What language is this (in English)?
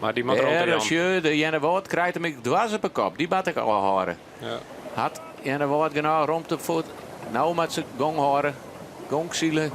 Western Frisian